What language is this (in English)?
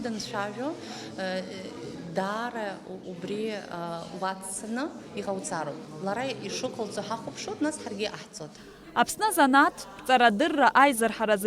Abkhazian